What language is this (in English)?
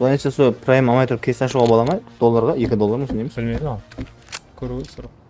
Kara-Kalpak